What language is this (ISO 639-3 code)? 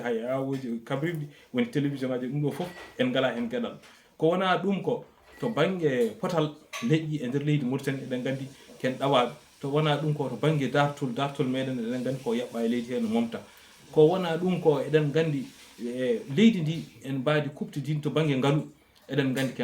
ful